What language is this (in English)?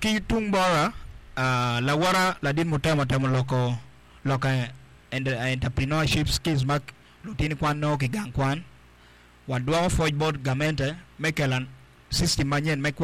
Acoli